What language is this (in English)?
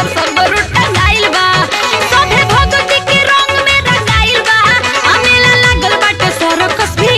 Bhojpuri